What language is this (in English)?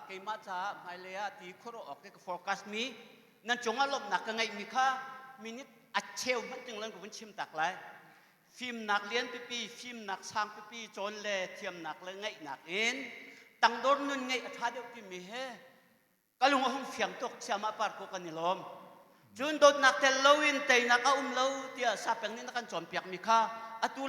Hakha Chin